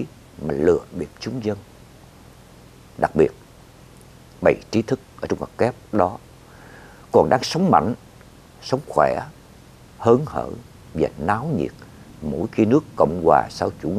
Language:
Vietnamese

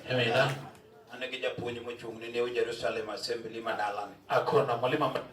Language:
Luo (Kenya and Tanzania)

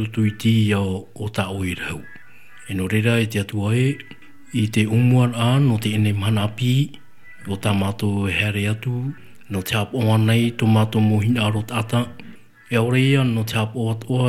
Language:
Tahitian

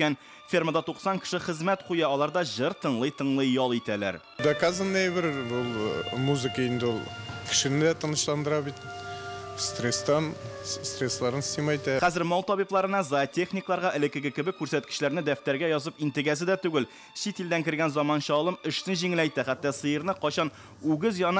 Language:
Tatar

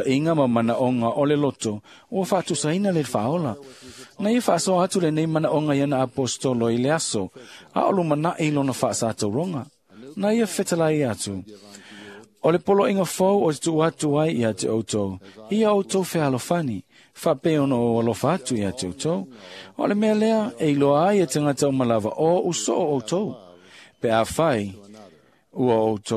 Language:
Samoan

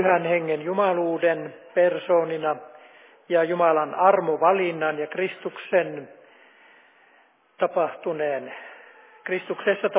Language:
Finnish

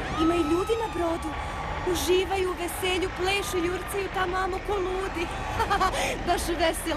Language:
Serbian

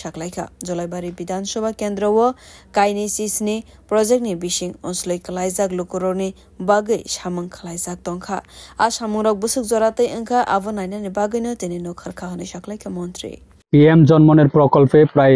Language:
Kok Borok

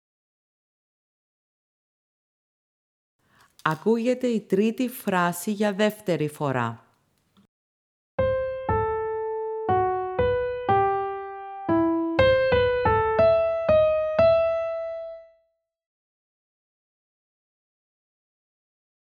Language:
Greek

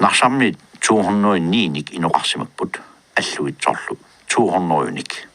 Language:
Kalaallisut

